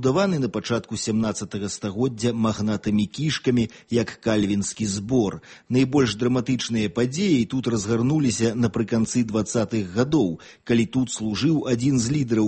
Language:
Belarusian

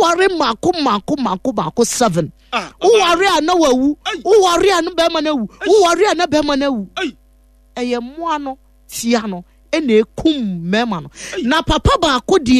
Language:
Akan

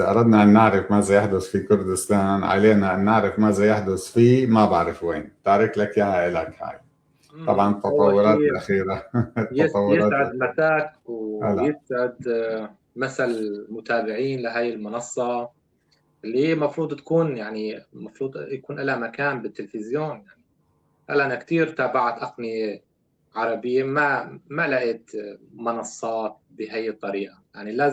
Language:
North Levantine Arabic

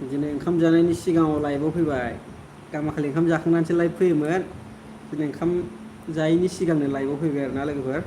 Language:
Bodo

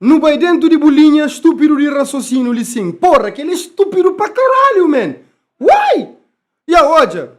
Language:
Kabuverdianu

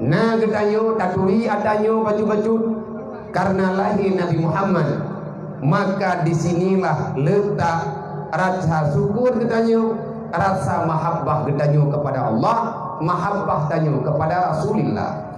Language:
Achinese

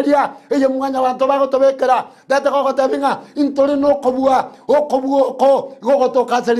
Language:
Gusii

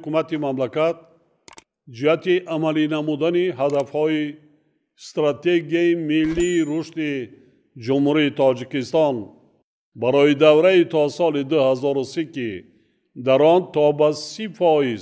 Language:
Tajik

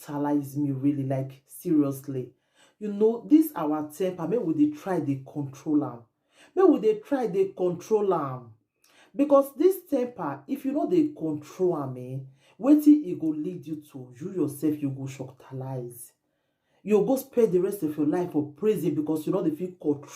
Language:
Nigerian Pidgin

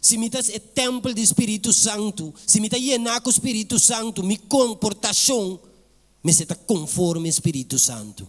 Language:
Papiamento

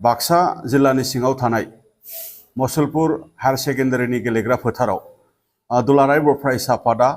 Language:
Bodo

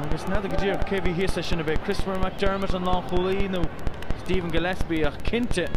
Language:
Irish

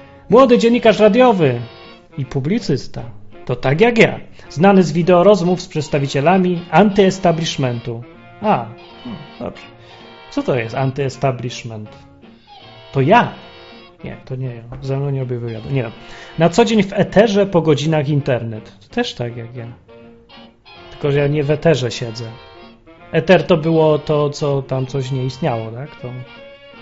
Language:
Polish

